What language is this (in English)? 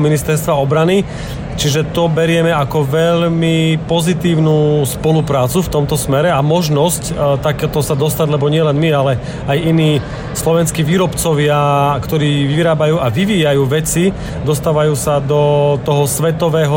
Slovak